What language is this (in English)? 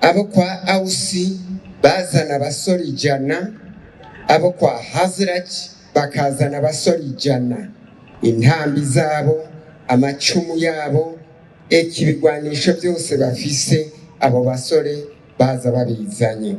Rundi